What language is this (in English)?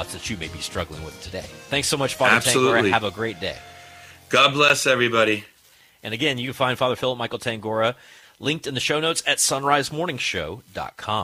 English